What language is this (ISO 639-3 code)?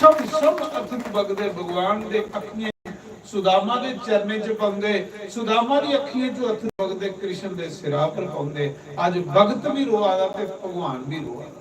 doi